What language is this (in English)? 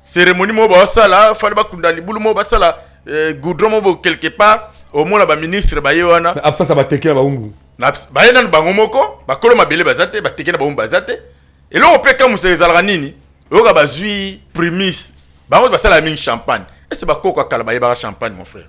Lingala